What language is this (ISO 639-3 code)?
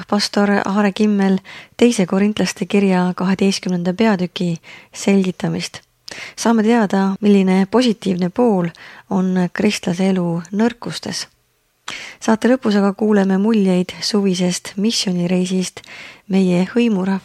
est